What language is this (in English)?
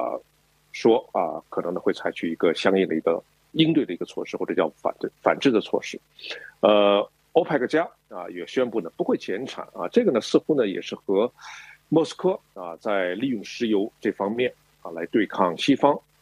Chinese